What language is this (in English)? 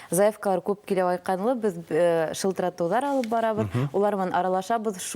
Bashkir